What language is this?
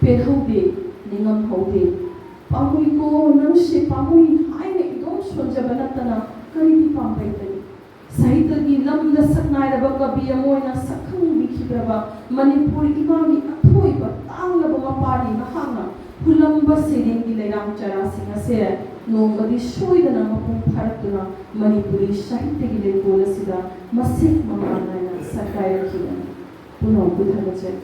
Manipuri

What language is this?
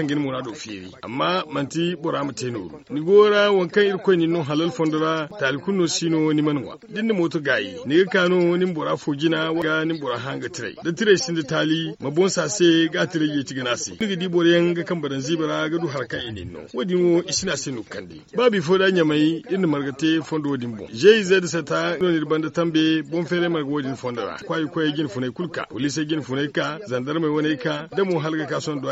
Zarma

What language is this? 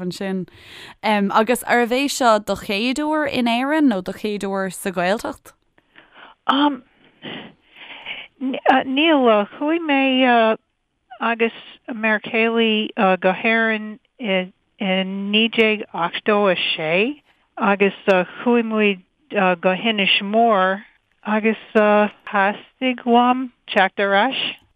Irish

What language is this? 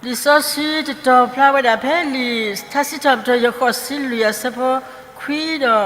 S'gaw Karen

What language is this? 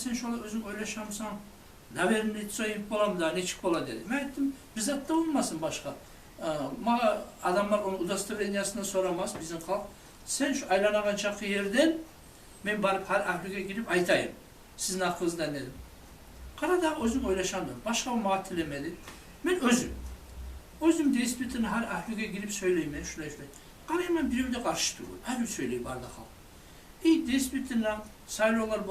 Kumyk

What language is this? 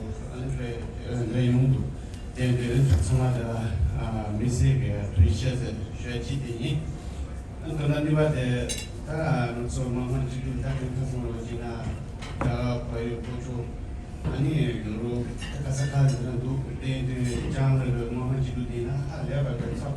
Tibetan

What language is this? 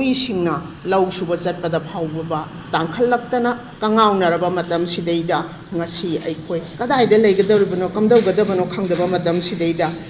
Manipuri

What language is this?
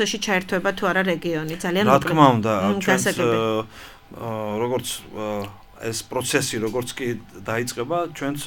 Georgian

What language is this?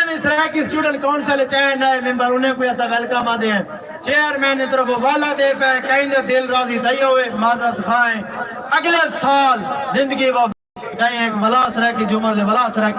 Saraiki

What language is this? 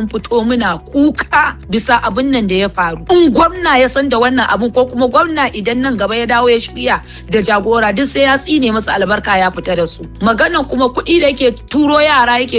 Hausa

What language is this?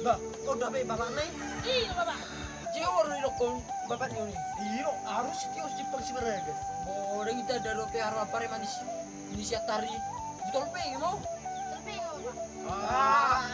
Batak Toba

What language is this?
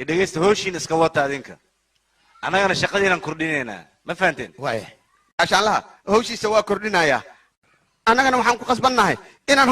Somali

